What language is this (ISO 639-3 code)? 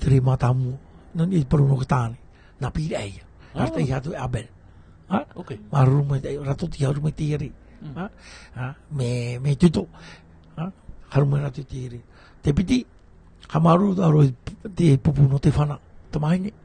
tah